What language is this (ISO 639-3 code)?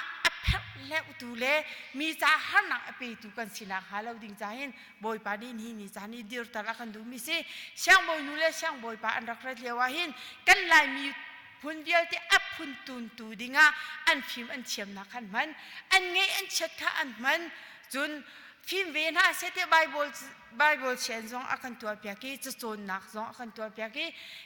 cnh